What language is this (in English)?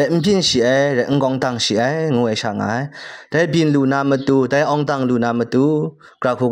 Kachin